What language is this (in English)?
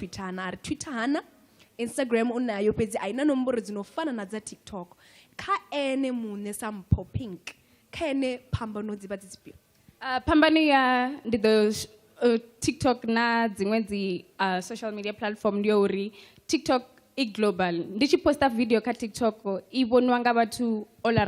Venda